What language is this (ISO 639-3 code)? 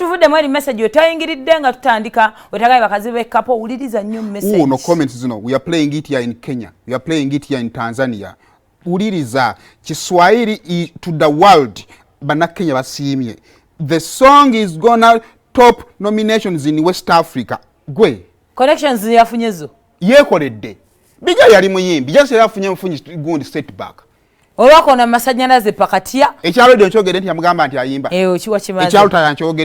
lug